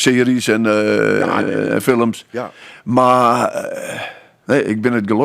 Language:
Western Frisian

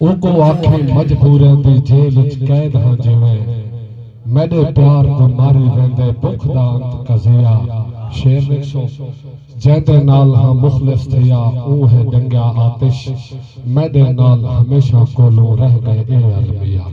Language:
Saraiki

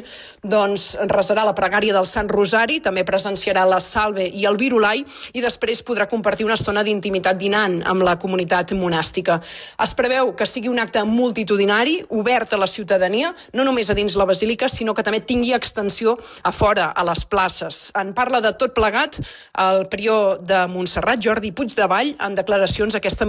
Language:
Catalan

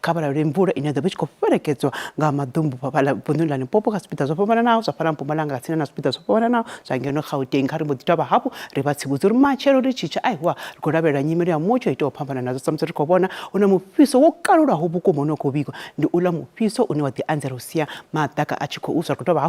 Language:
Venda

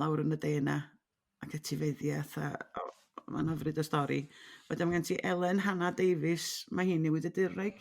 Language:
Welsh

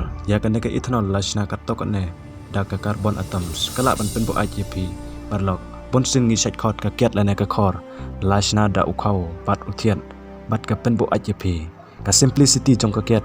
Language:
Khasi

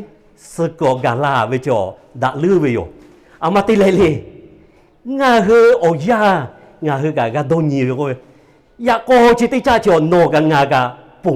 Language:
Lahu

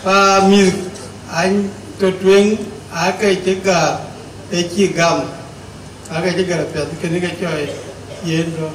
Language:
Dinka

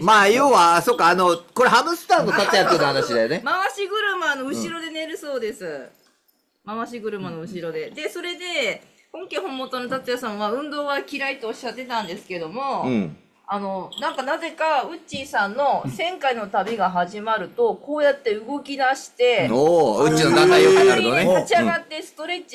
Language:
Japanese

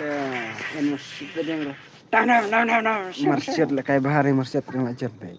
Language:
Khasi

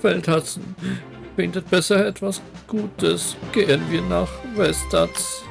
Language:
Swiss German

